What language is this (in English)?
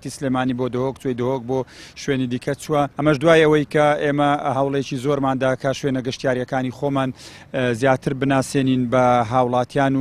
Central Kurdish